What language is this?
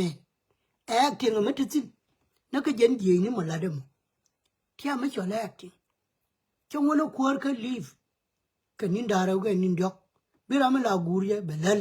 Nuer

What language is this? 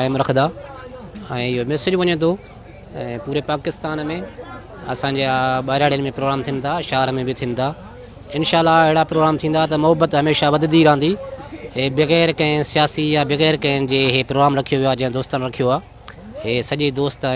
Sindhi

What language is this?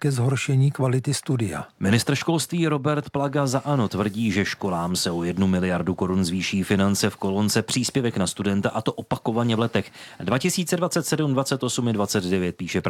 Czech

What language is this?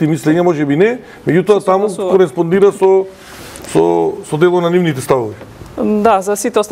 Macedonian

